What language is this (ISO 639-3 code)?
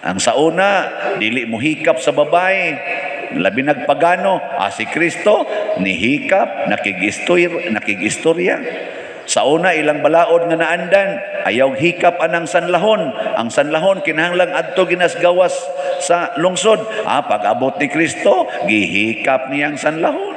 ceb